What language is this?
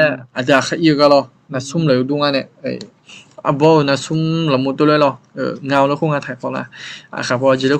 Akha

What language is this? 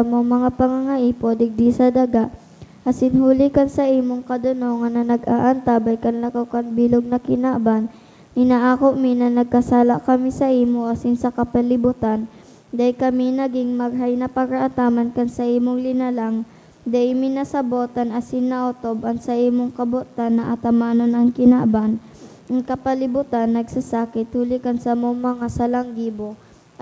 Bikol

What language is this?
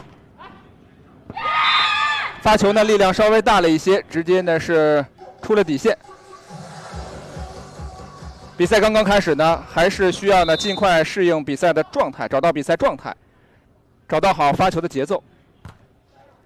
Chinese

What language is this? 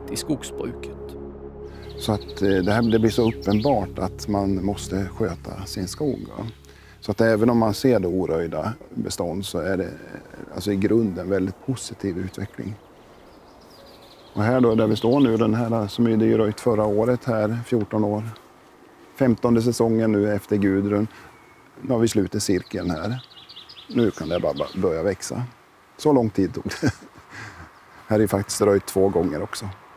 Swedish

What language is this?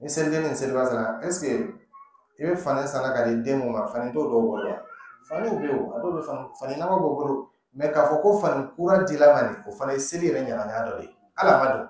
Dyula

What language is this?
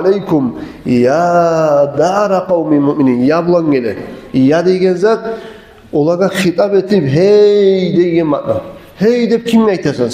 Kumyk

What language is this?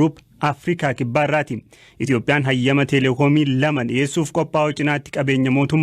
Oromo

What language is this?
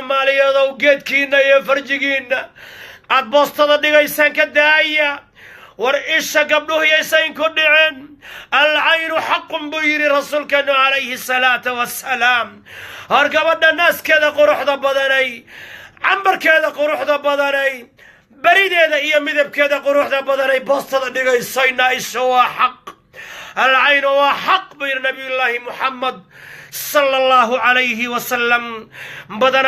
Somali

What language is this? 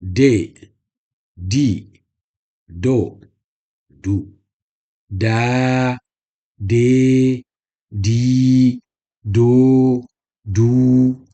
Zarma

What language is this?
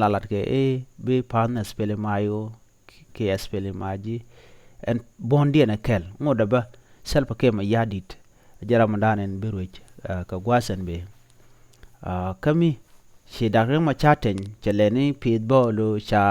Nuer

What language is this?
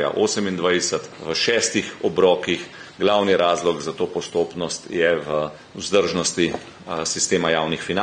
Slovenian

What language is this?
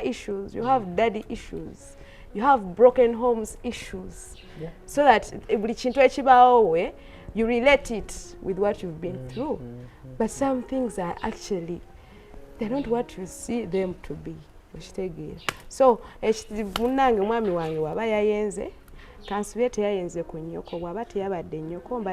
Ganda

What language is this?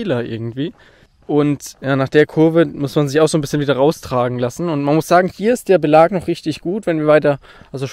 German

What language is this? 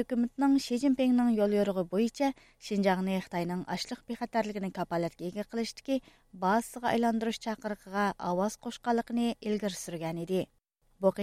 Uyghur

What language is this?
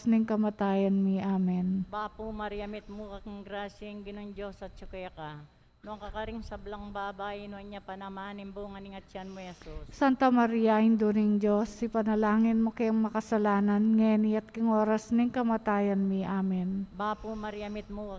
Pampanga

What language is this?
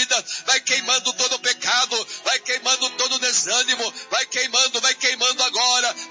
Portuguese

